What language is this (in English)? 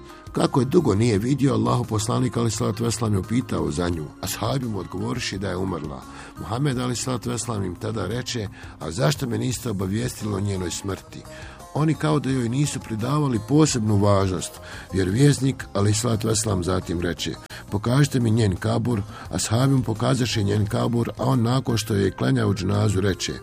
Bosnian